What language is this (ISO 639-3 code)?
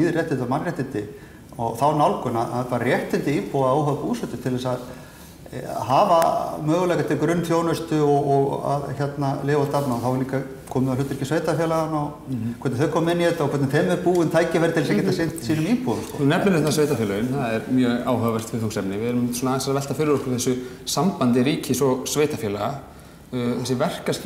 isl